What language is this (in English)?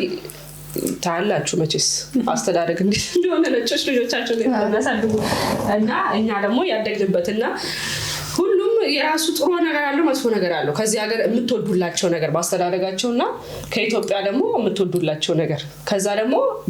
Amharic